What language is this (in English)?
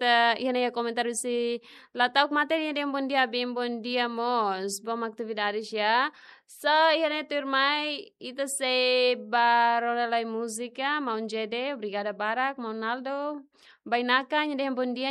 Tetum